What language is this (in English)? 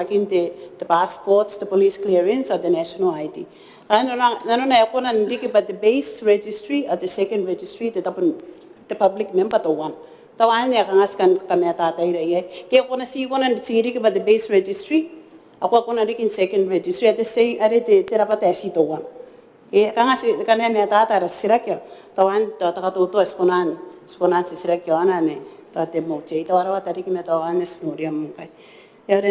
Gilbertese